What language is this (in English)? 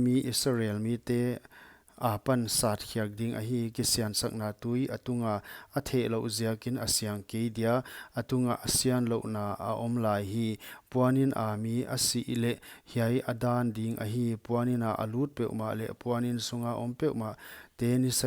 Paite Chin